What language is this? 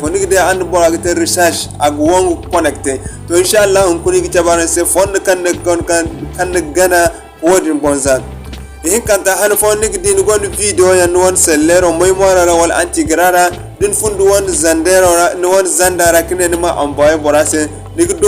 Zarma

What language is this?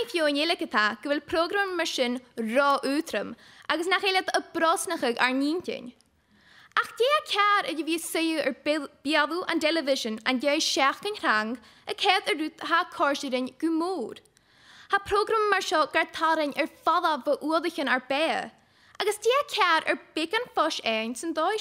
Scottish Gaelic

